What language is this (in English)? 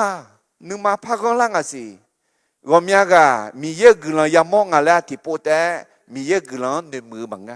Akha